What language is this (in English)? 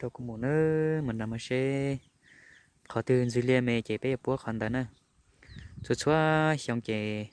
Hmong